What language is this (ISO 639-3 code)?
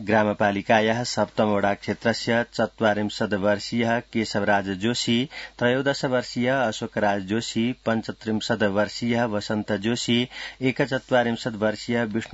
san